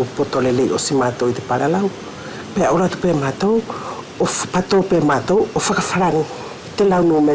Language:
Wallisian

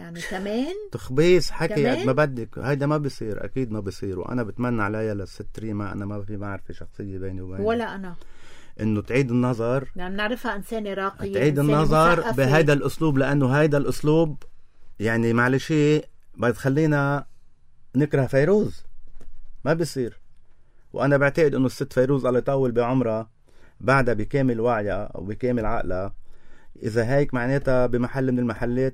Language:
North Levantine Arabic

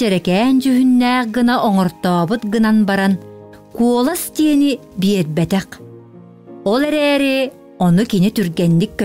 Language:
Yakut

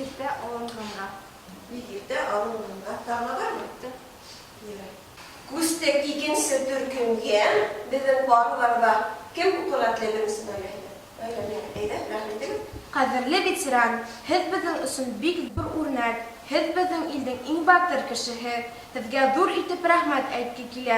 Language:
Bashkir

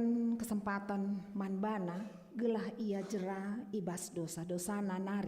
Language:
Batak Karo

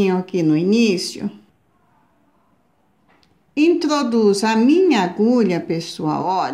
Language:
Portuguese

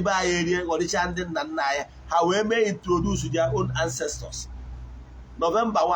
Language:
Igbo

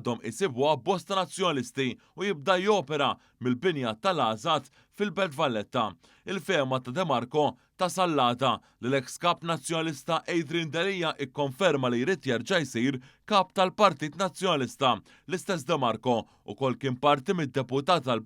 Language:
Maltese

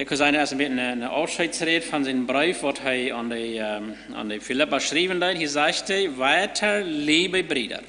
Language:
Plautdietsch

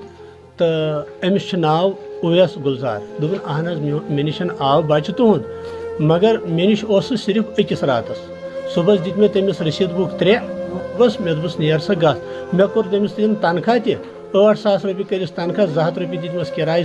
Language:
Kashmiri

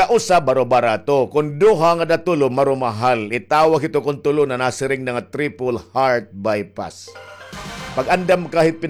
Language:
Waray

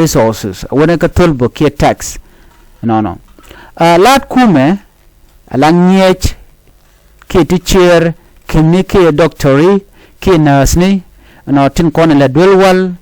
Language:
Nuer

